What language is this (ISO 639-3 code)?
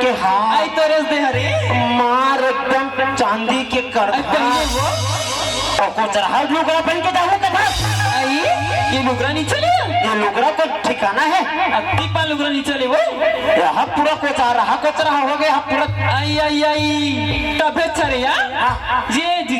hne